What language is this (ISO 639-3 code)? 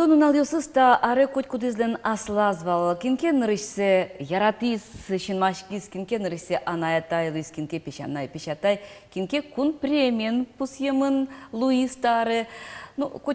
udm